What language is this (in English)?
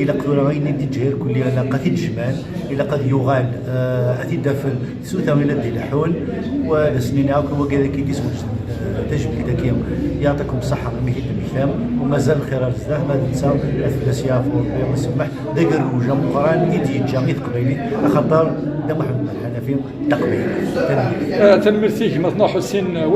Kabyle